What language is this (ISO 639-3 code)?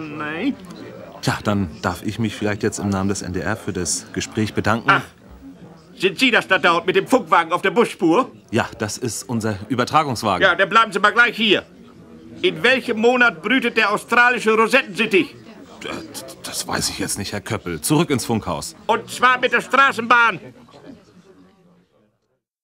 deu